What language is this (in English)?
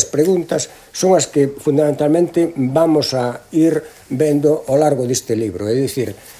Galician